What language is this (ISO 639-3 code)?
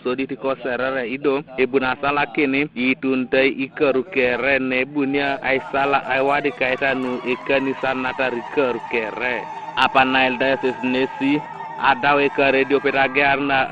teo